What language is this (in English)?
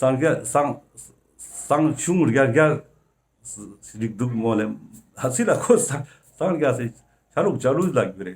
Ladakhi